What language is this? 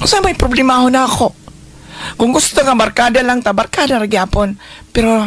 Cebuano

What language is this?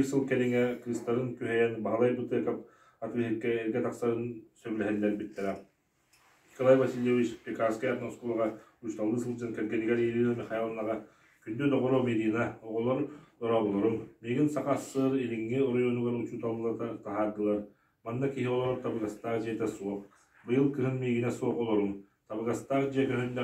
Yakut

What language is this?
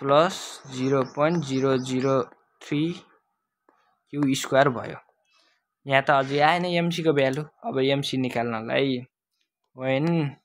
Nepali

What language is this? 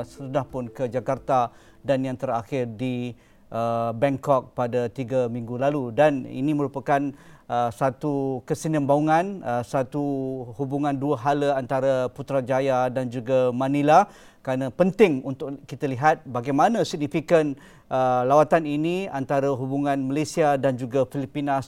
Malay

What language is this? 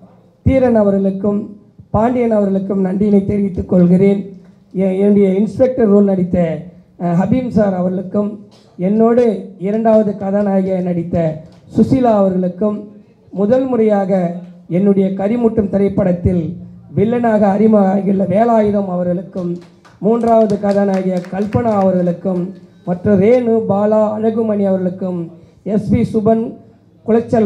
Tamil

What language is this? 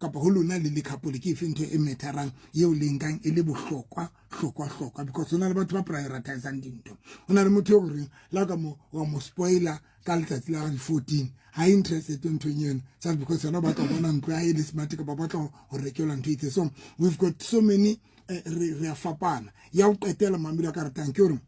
Southern Sotho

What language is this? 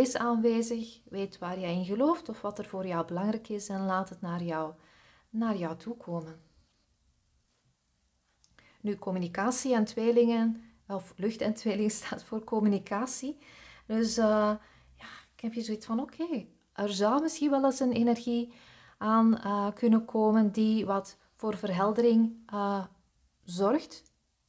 Dutch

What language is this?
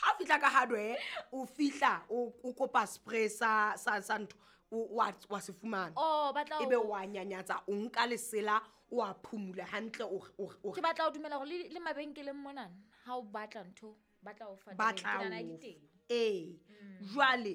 Southern Sotho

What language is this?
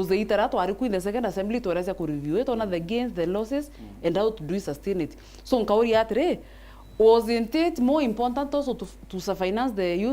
Meru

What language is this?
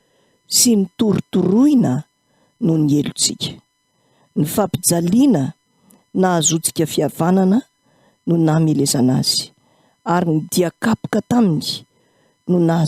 Malagasy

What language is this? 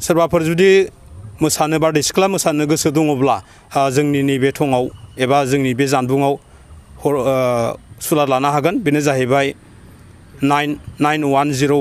Bodo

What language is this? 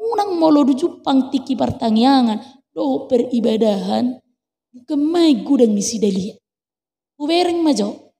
Batak Toba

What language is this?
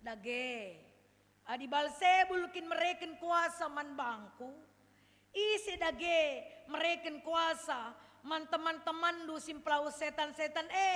Batak Karo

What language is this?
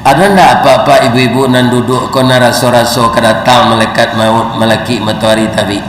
Minangkabau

